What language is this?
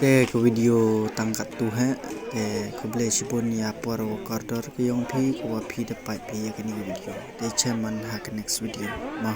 Pnar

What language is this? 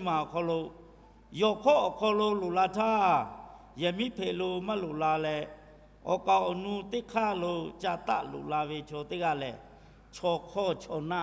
Lahu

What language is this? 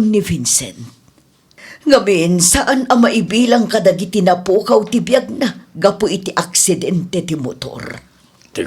Iloko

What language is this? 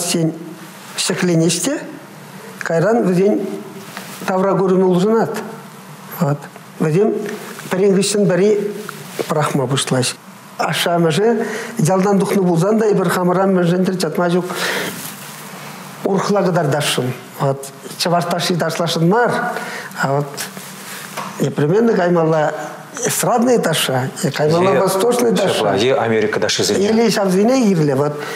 Chuvash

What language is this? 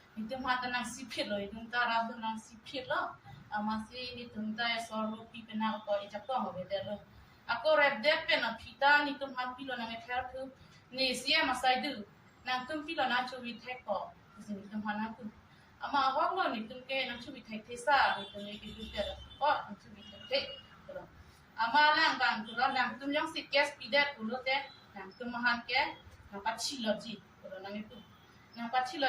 Karbi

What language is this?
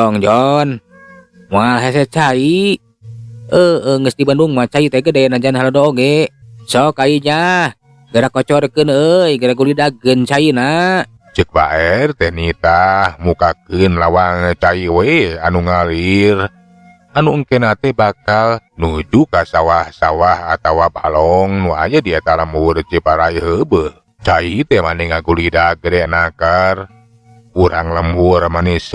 Sundanese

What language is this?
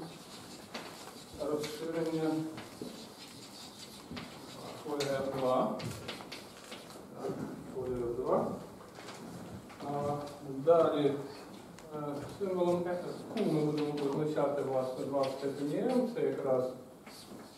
Ukrainian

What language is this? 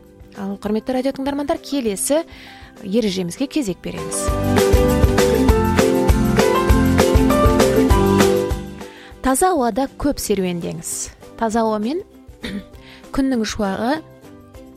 Kazakh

